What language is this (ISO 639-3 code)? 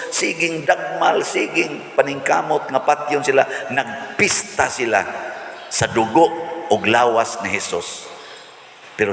ceb